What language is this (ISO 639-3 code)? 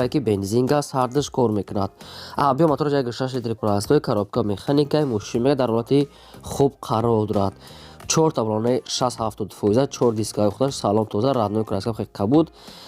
tgk